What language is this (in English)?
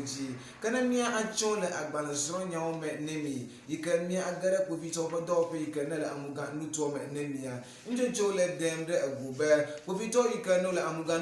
Ewe